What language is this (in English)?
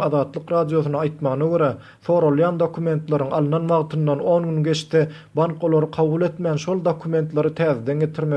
Turkmen